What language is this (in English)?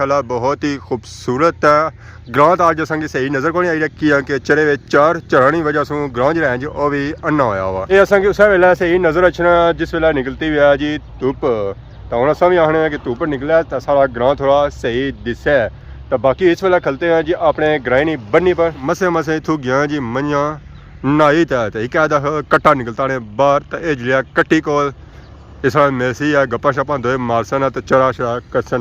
Pahari-Potwari